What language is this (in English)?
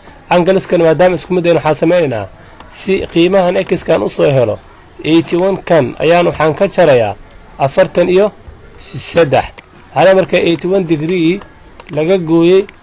Somali